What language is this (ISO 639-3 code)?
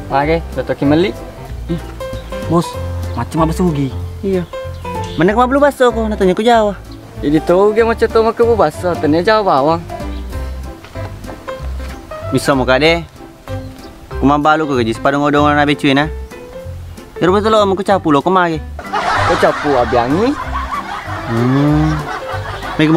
msa